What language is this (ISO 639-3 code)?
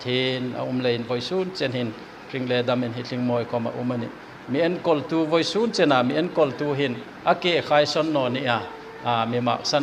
hmr